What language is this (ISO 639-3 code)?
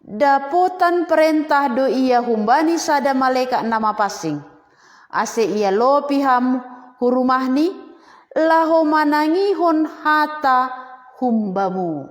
bts